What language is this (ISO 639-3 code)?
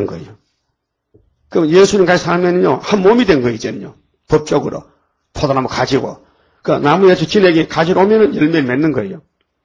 kor